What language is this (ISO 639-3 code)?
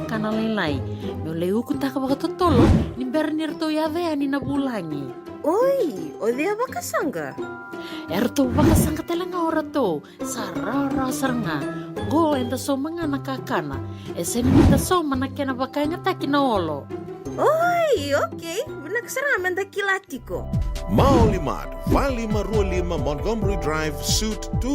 fij